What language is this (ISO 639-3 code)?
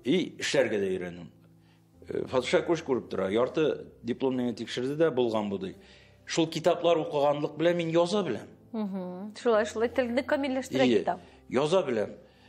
tat